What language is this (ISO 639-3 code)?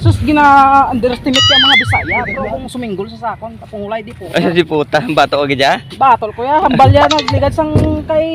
hil